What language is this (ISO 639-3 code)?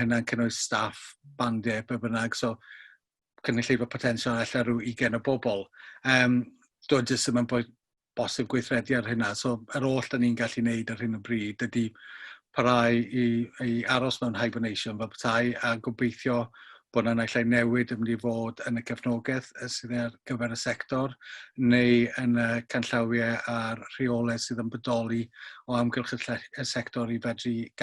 cym